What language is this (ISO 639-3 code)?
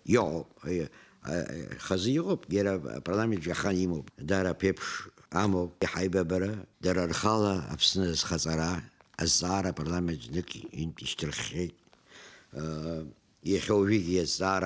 abk